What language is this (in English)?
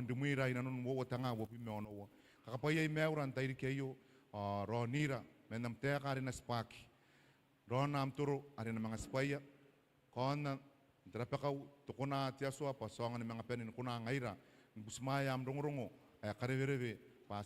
Gilbertese